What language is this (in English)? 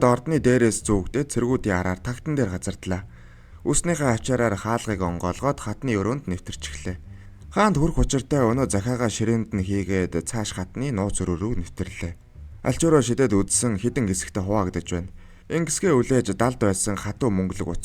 Mongolian